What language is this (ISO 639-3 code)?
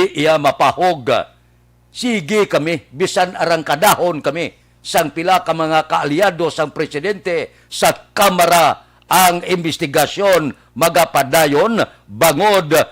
hil